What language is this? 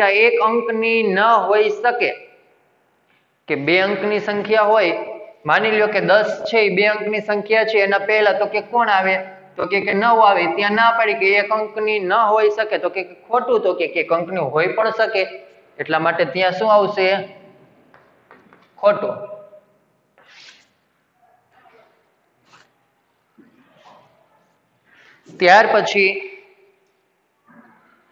Gujarati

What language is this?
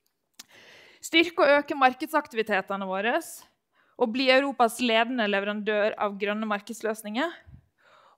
Norwegian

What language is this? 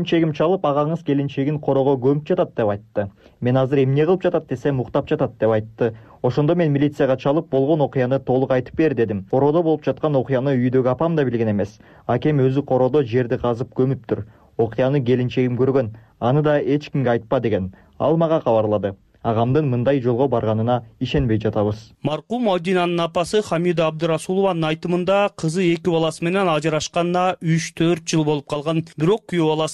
Kyrgyz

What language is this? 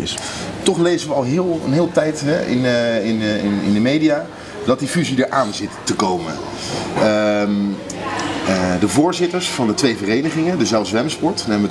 Dutch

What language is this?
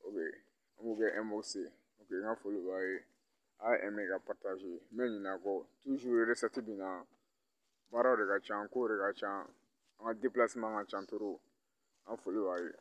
Bambara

